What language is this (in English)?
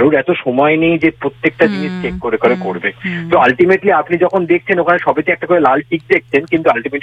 Bangla